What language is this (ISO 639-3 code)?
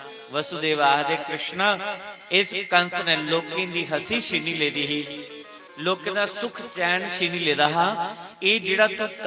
doi